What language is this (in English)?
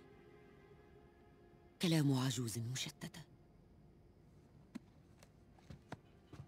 Arabic